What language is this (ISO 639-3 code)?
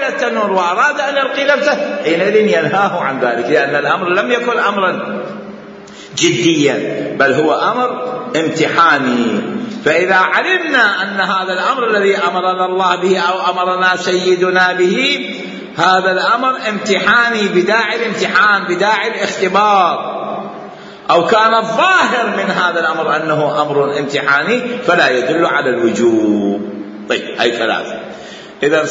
acm